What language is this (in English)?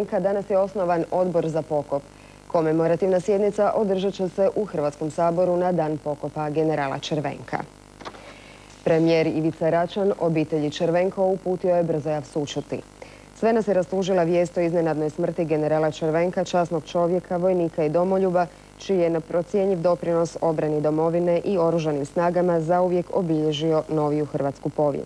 Croatian